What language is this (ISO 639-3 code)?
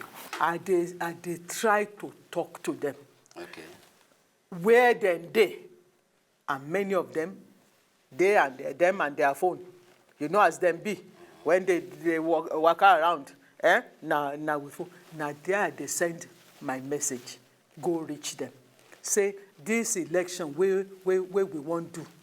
pcm